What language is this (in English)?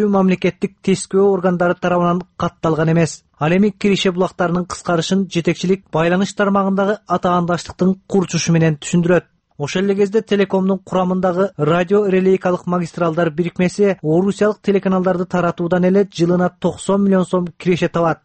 Kyrgyz